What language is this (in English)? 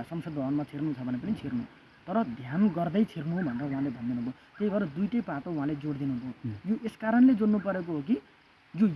Nepali